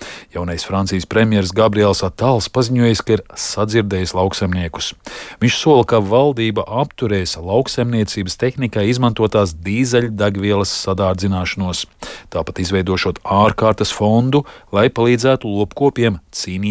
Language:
Latvian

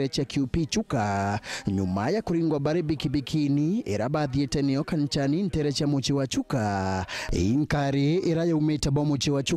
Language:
Meru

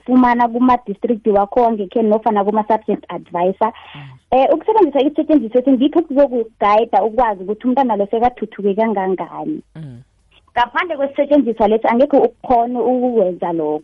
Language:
South Ndebele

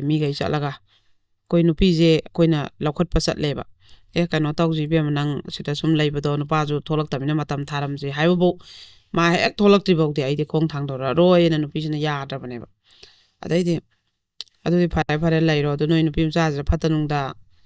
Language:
Manipuri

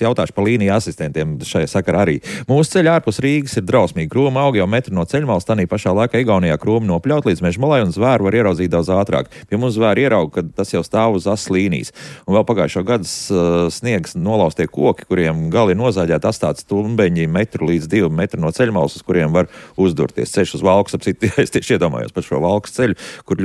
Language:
Latvian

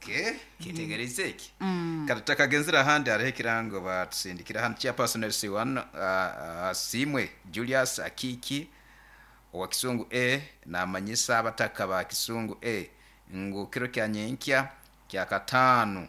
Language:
Nyankole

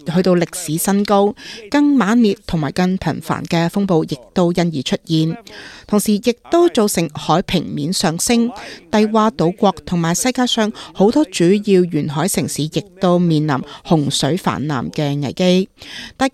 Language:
Cantonese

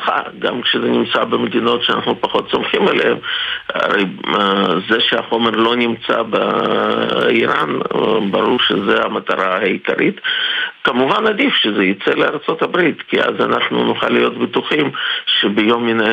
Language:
Hebrew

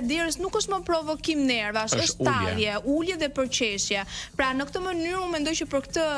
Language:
Albanian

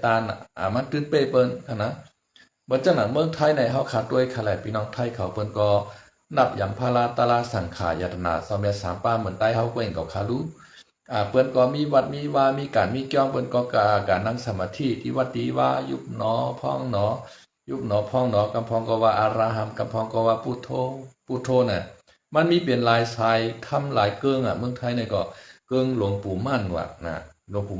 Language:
Shan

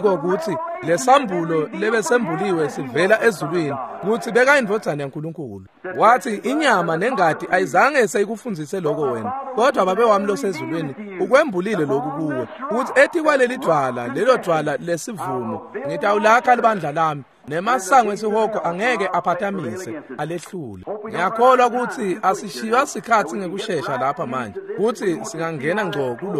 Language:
Swati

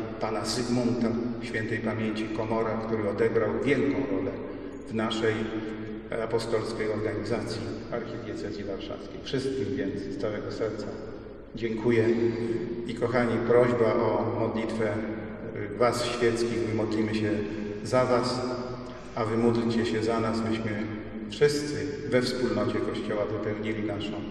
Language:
Polish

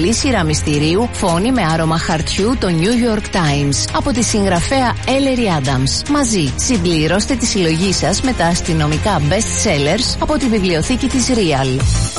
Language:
Greek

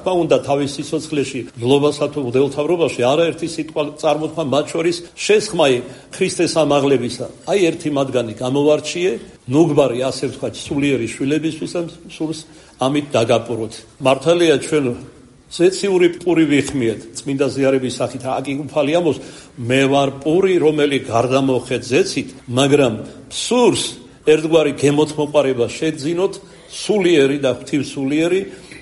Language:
Georgian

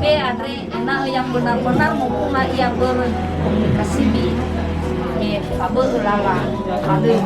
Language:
Nias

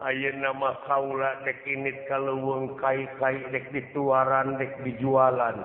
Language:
Sundanese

